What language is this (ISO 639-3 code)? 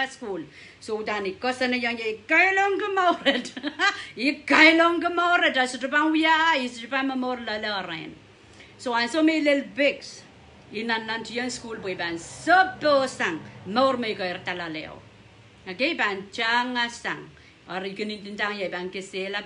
pon